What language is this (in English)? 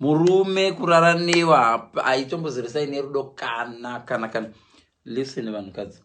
Shona